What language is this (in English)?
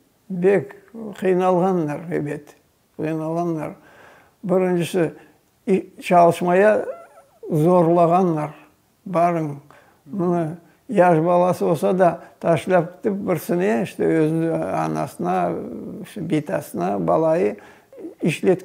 Crimean Tatar